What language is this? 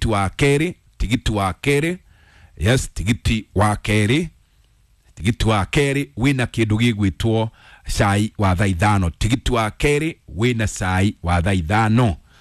Kikuyu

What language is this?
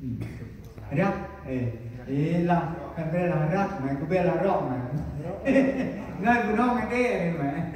Central Mnong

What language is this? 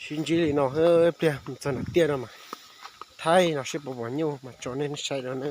Hmong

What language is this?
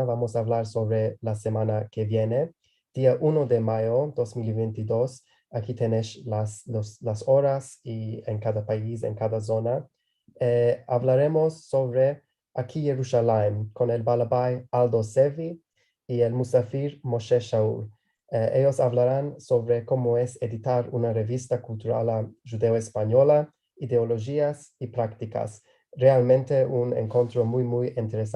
Ladino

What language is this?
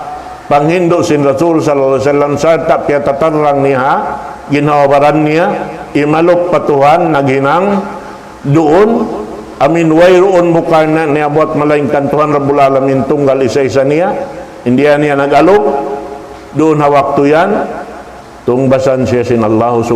Tausug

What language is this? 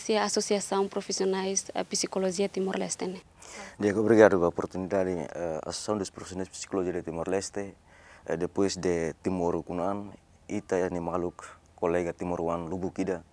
Tetum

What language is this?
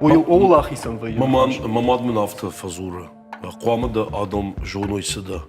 Ossetic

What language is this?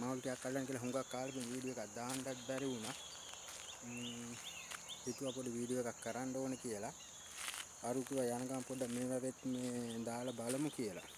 Sinhala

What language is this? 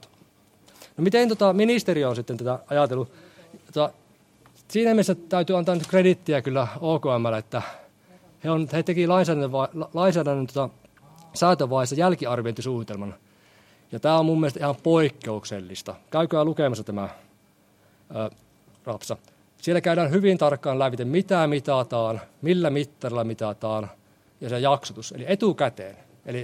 Finnish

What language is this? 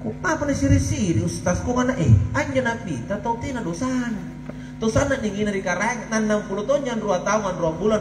Makasar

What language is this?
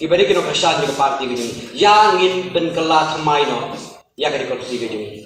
Khasi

